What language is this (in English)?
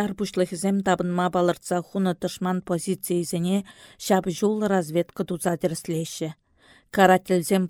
Chuvash